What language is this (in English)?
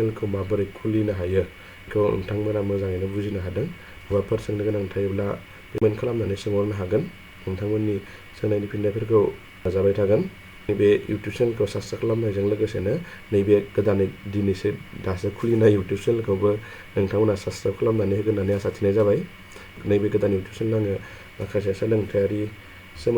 Bodo